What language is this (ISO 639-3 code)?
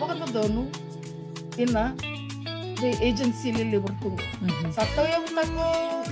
fij